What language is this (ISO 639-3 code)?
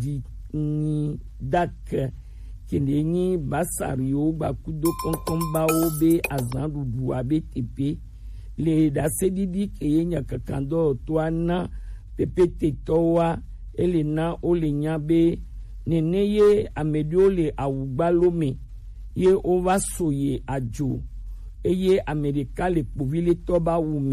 gej